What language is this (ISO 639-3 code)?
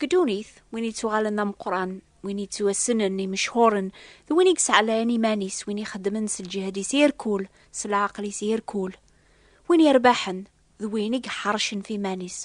kab